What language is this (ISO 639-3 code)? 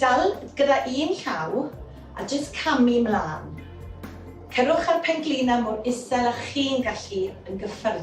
cym